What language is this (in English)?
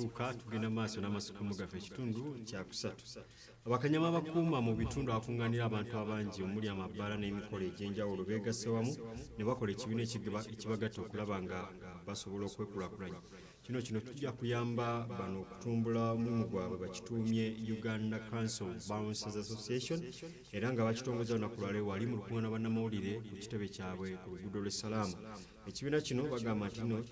Ganda